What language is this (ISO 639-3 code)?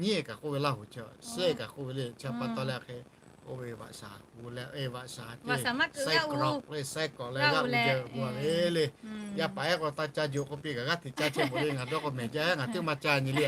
lhu